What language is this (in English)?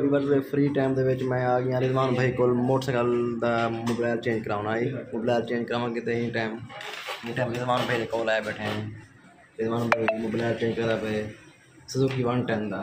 Saraiki